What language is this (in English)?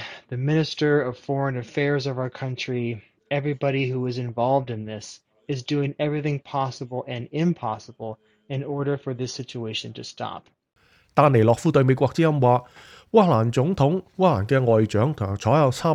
Cantonese